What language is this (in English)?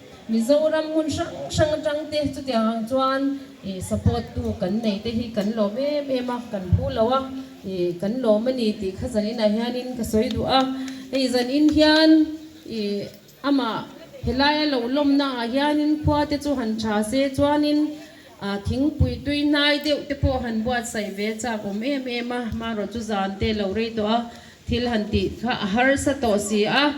Mizo